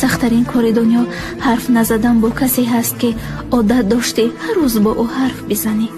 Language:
Tajik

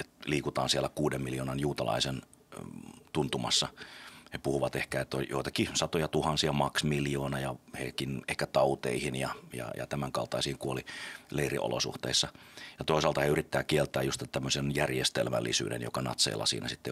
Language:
Finnish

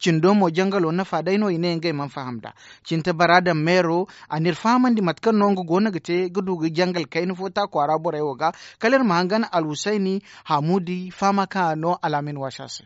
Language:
Zarma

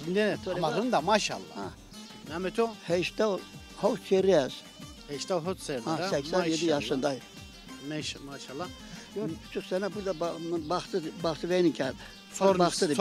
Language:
Zaza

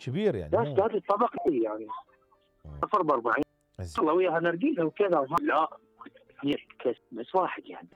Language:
Mesopotamian Arabic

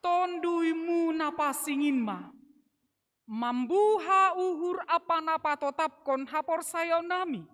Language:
Batak Simalungun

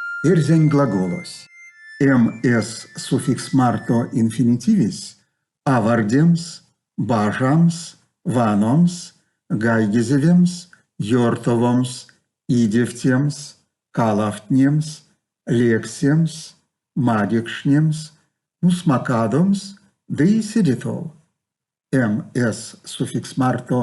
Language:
Erzya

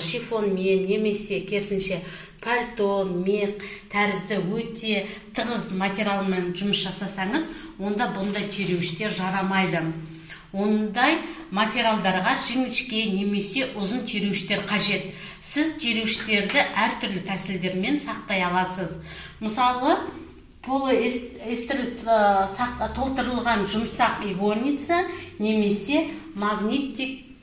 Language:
Kazakh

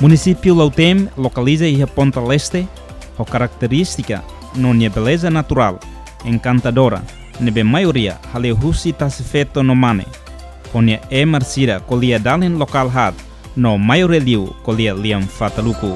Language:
Tetum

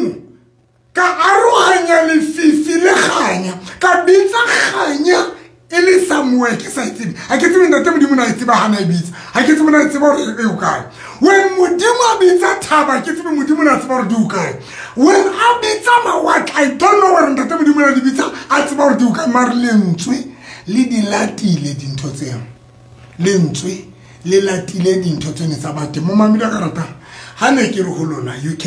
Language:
Southern Sotho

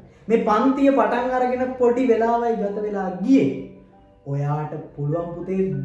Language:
Sinhala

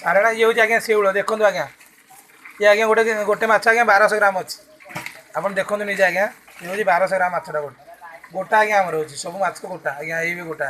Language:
Odia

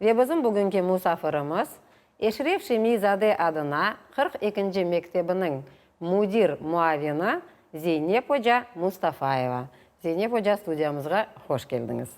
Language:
Crimean Tatar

